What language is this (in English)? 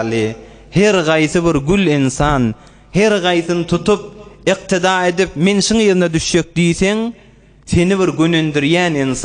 Turkmen